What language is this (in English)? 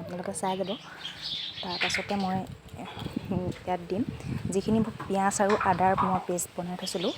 Assamese